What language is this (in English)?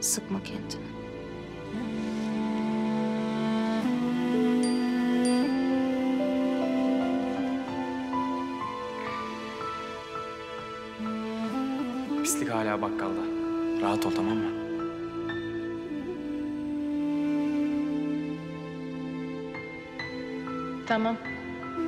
Turkish